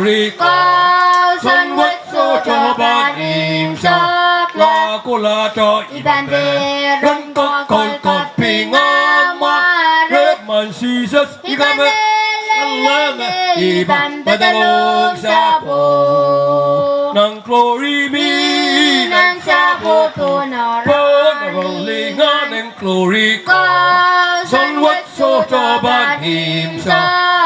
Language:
Pohnpeian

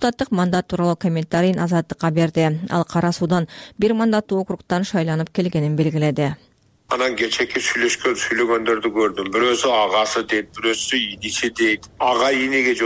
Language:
Kyrgyz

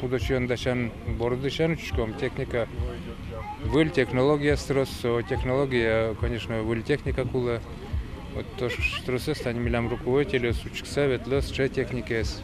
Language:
Udmurt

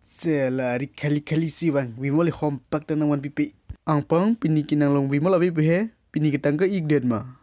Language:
Karbi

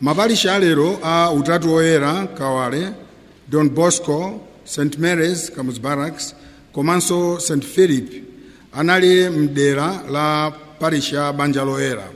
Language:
Nyanja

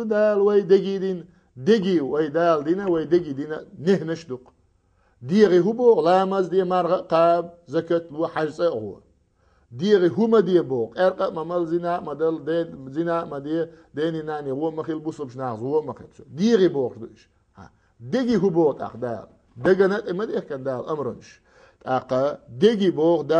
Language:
Chechen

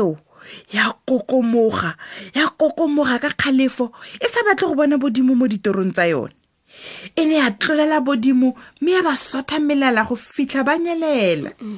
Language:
Tswana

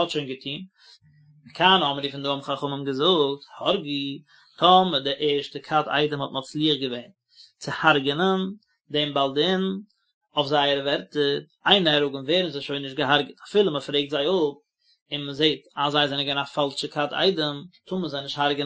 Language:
Yiddish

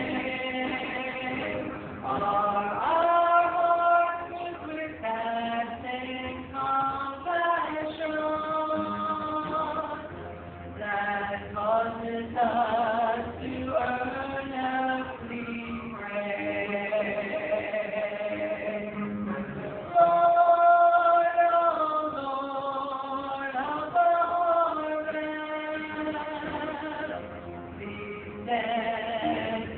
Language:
English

